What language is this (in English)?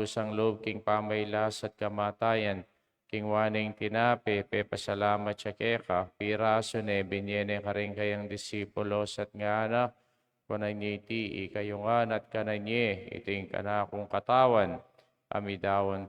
Pampanga